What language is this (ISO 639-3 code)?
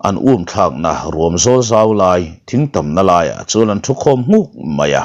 lus